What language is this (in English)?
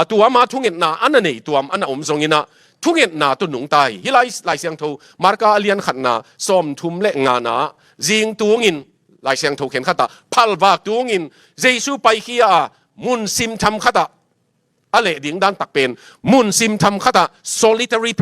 Tedim Chin